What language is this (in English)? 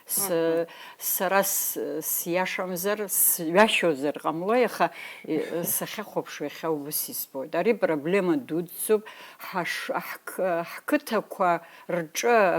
Abkhazian